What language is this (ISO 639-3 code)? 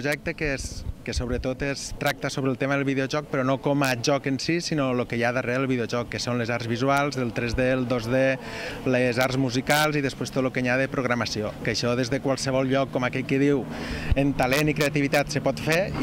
cat